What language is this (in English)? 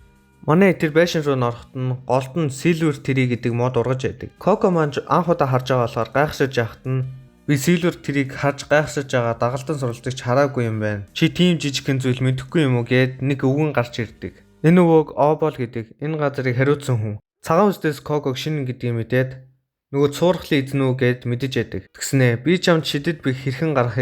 Mongolian